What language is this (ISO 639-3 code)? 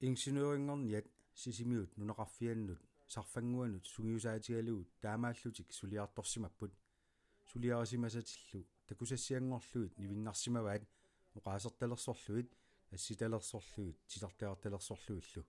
kal